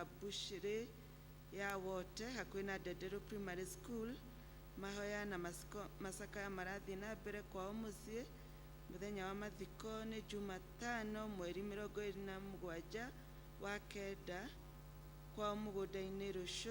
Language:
Kikuyu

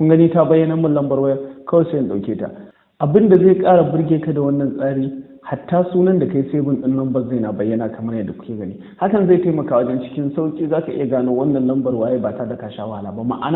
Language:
Hausa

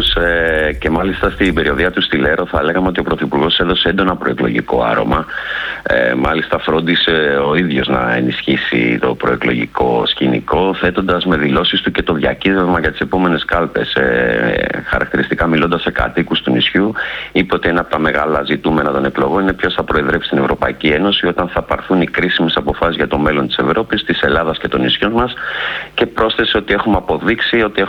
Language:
Greek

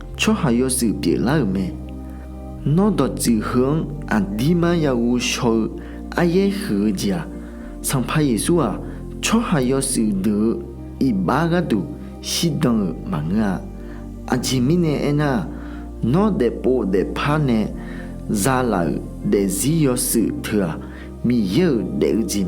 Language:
Akha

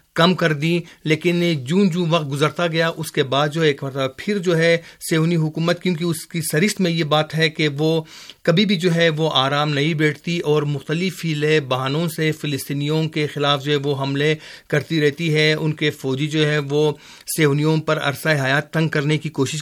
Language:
Urdu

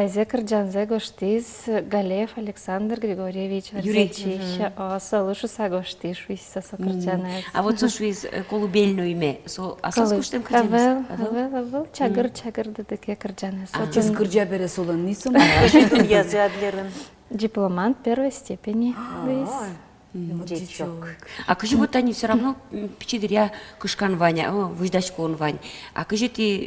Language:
Udmurt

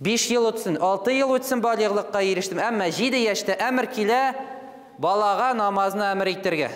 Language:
Tatar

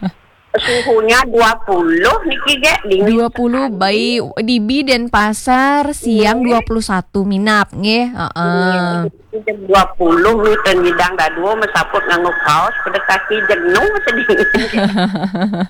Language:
Balinese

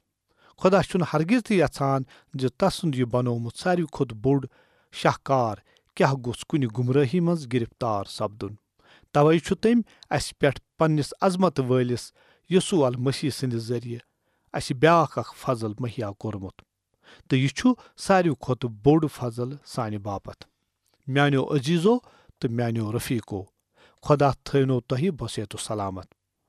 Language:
Kashmiri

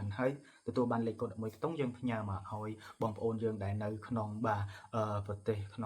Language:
Khmer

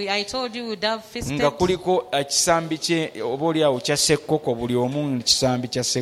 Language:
Ganda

